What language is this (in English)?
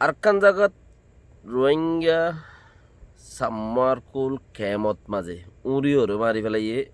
Rohingya